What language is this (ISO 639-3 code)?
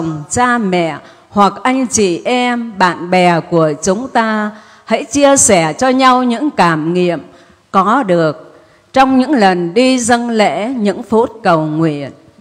vie